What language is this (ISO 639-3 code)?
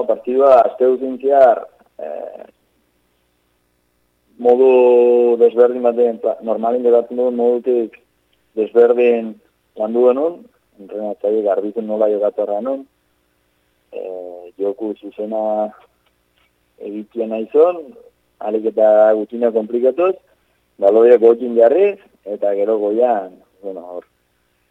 eus